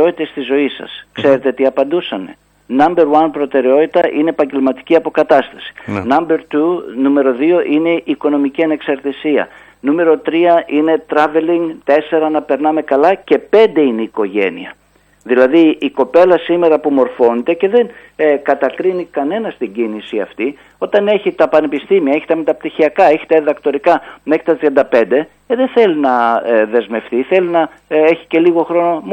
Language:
Greek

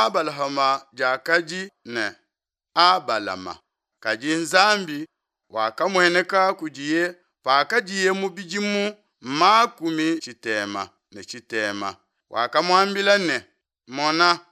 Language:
Luba-Lulua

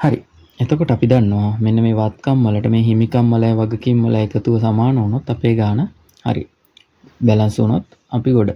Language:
Sinhala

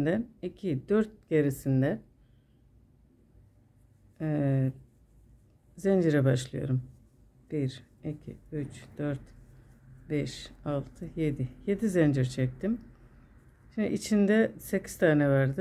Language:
Turkish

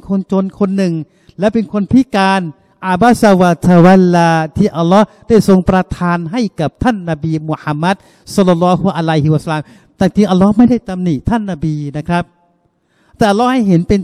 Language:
Thai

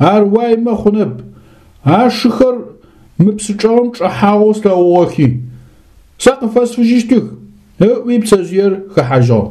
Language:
Adyghe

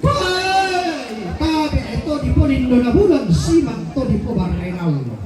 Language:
Toraja-Sa'dan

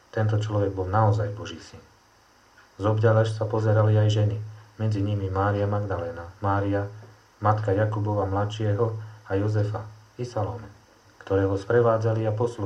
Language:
Slovak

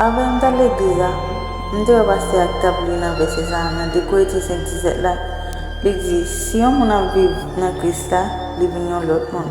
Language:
Haitian Creole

